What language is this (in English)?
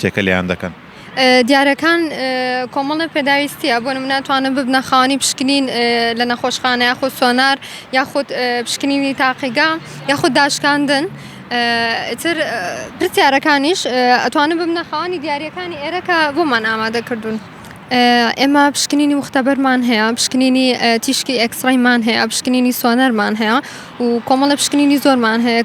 Central Kurdish